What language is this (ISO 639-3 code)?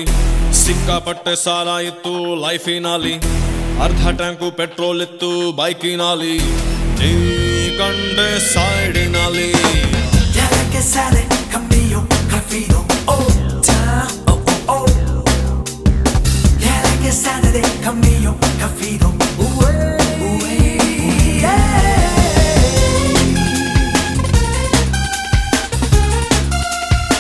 kan